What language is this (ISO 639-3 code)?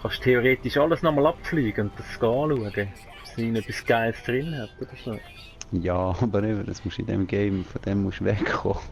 gsw